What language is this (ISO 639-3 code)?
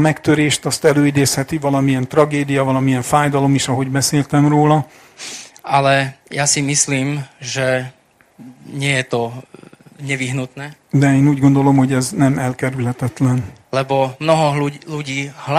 slk